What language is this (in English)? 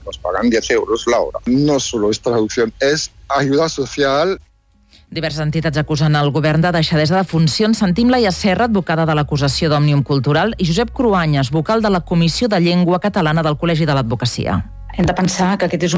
Catalan